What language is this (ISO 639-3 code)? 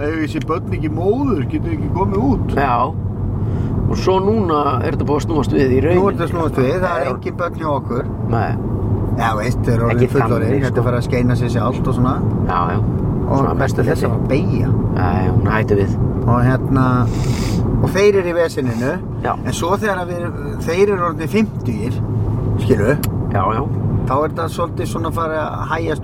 isl